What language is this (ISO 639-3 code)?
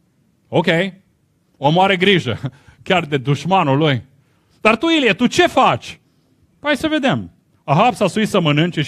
ron